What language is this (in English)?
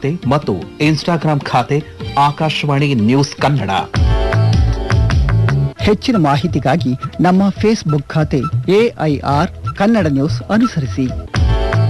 Kannada